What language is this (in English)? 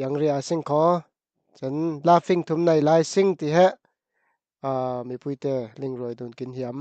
Falam Chin